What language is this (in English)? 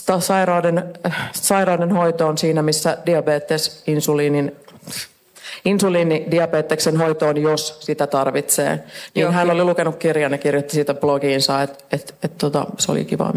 Finnish